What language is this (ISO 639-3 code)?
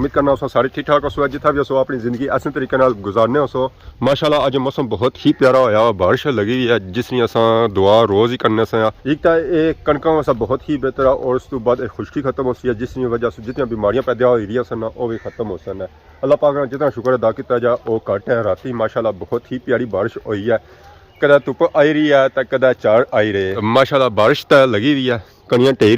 phr